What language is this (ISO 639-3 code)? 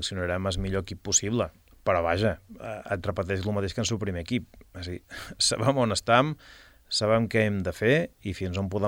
cat